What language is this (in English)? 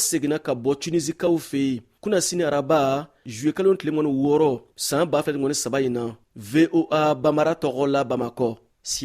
Bambara